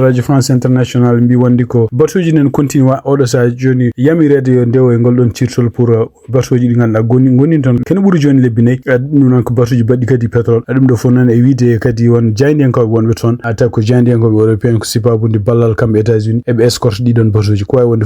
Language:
Fula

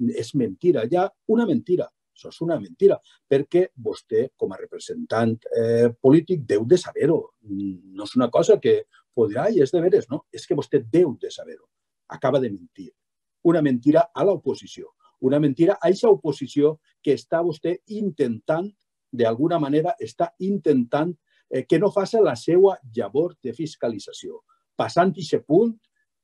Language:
Catalan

